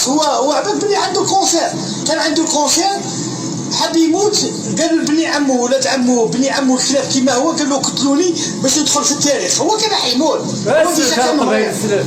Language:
Algerian Arabic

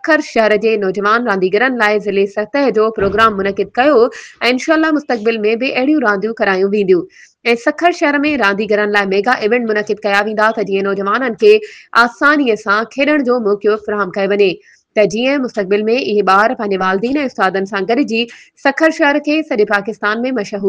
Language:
Sindhi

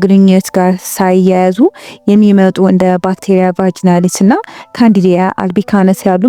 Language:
Amharic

